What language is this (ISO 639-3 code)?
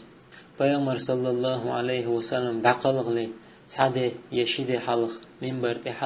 che